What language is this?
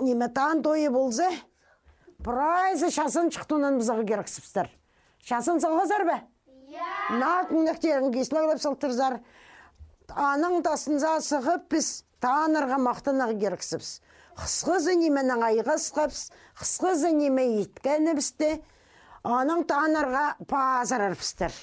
Khakas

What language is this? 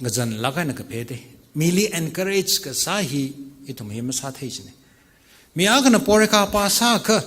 Tangkhul Naga (India)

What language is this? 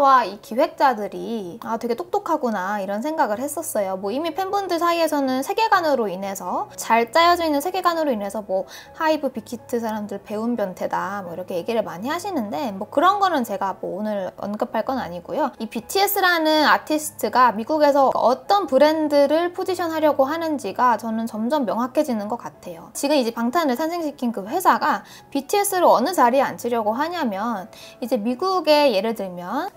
Korean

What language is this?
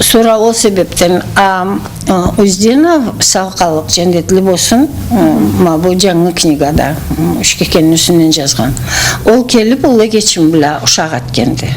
Karachay-Balkar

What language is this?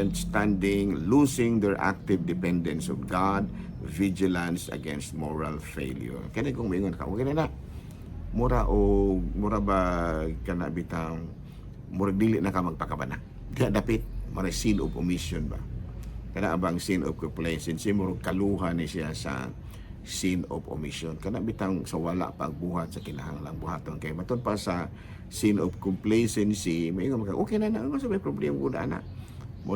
Cebuano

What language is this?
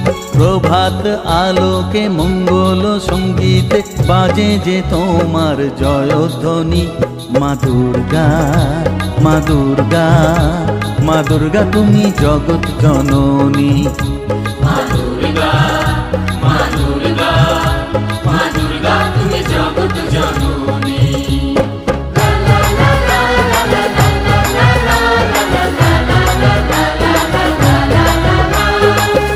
Bangla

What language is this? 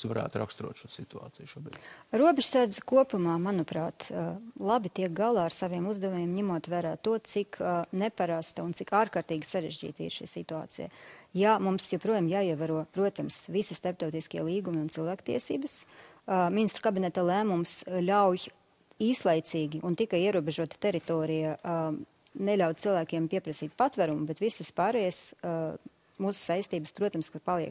Latvian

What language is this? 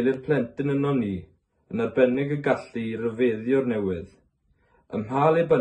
Welsh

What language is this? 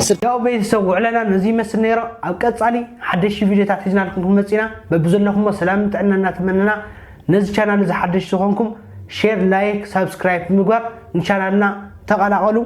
Tigrinya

